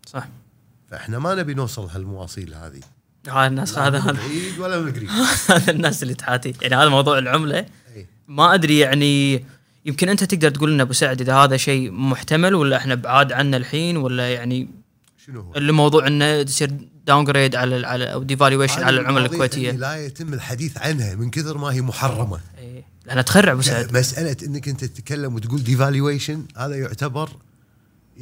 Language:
Gulf Arabic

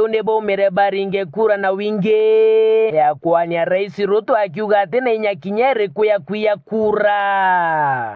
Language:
Meru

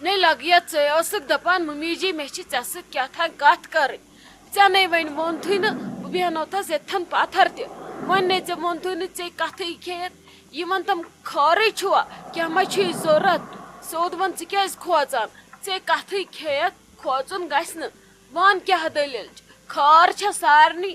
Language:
Kashmiri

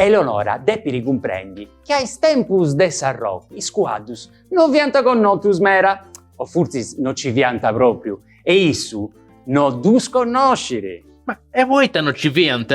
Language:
Sardinian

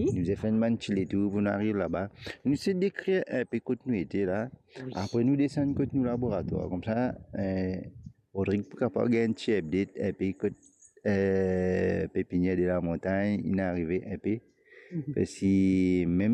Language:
Morisyen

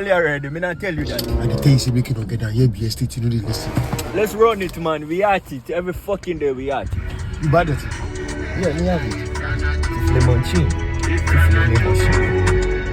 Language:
Jamaican Creole English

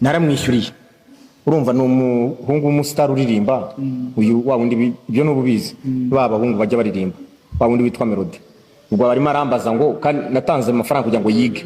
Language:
Kinyarwanda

